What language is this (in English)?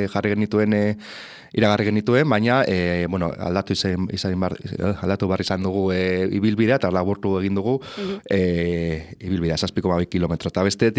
Basque